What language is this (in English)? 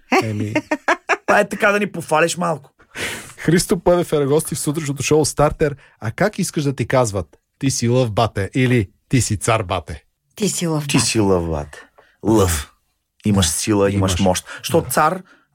Bulgarian